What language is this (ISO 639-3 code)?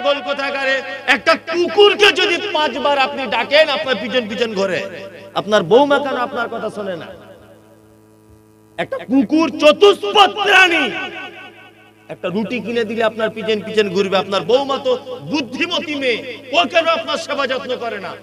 ben